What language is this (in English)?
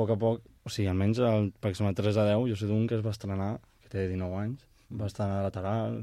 Catalan